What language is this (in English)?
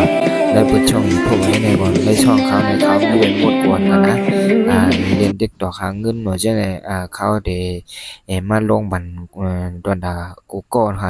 Shan